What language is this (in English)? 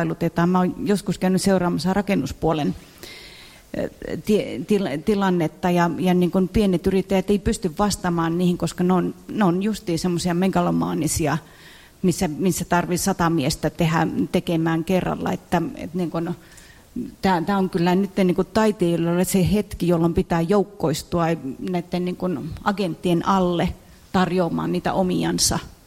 Finnish